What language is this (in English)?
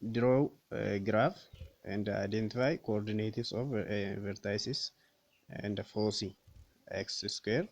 Oromo